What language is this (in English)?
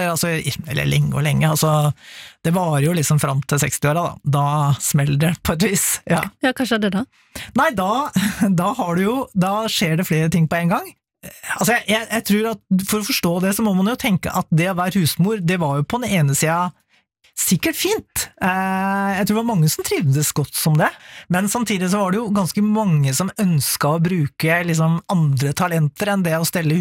Norwegian